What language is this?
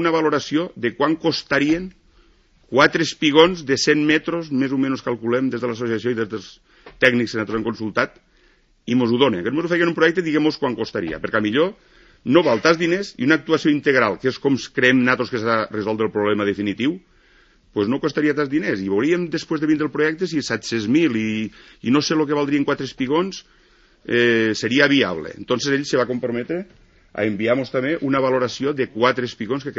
Catalan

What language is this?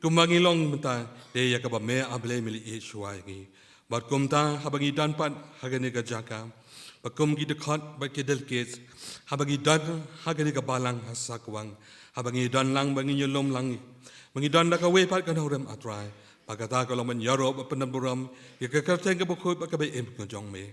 Khasi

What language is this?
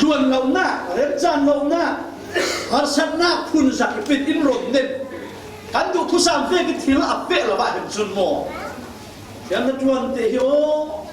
Falam Chin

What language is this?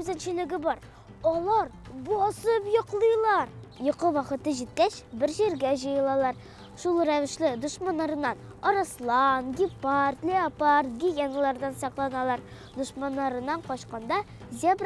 Tatar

